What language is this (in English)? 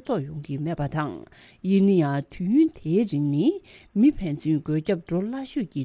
Tibetan